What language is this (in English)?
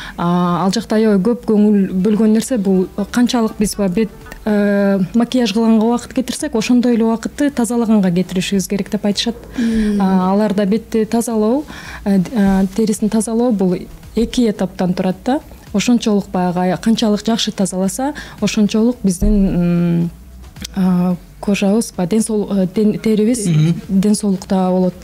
Kyrgyz